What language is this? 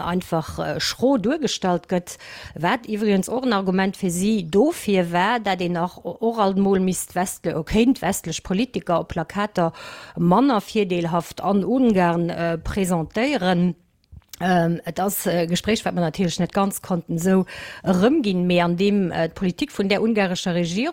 Luxembourgish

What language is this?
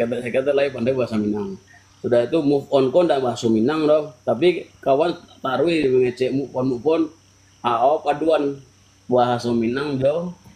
Minangkabau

